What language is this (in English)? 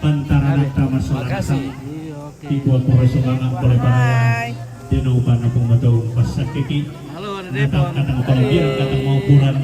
Toraja-Sa'dan